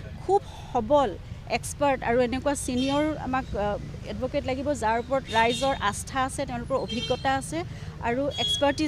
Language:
Assamese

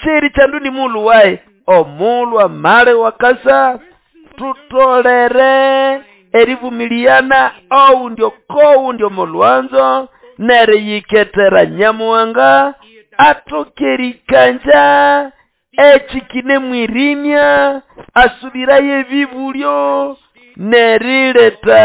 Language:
Nande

